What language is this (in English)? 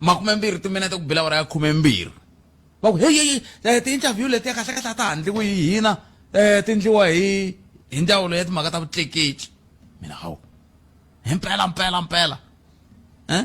Tsonga